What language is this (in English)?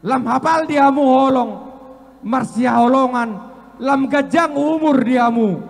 Batak Toba